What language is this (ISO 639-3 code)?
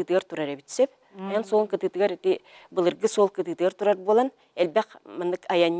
sah